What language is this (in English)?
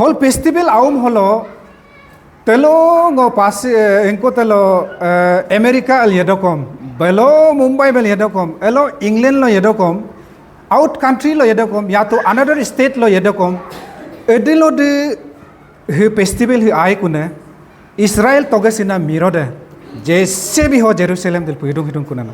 Adi